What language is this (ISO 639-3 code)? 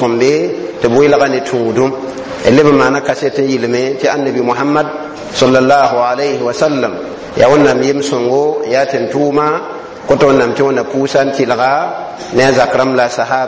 mos